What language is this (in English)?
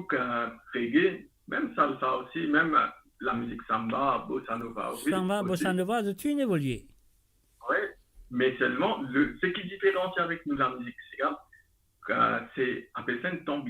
Morisyen